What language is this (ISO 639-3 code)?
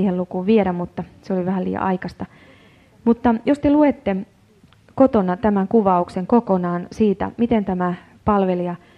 fin